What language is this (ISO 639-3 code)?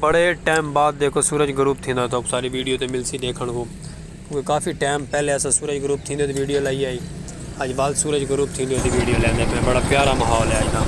skr